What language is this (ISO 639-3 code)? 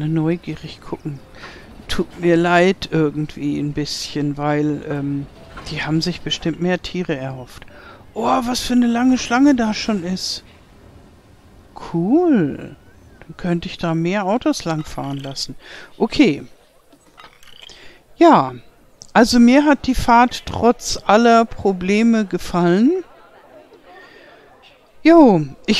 deu